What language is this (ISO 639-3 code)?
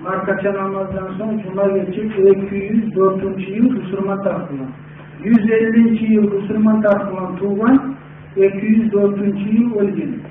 kum